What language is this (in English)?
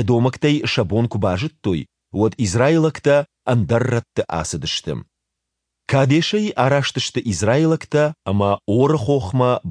Ossetic